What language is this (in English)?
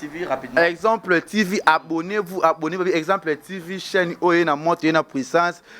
Lingala